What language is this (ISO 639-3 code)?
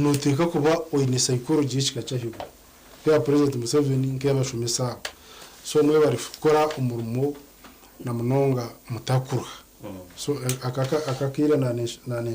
nyn